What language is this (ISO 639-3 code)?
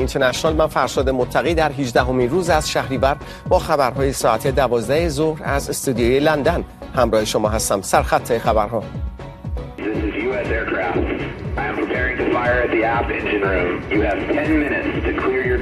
fas